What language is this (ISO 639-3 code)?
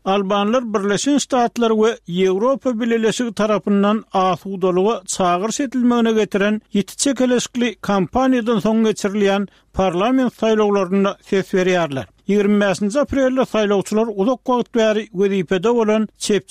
tuk